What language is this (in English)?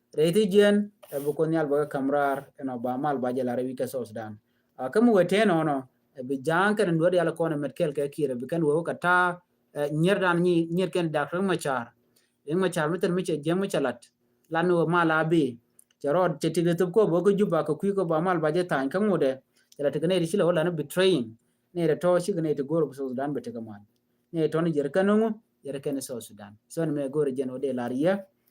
Nuer